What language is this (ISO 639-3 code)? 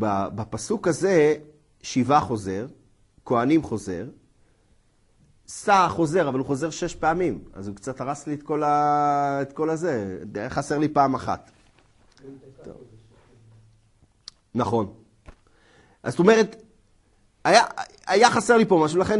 heb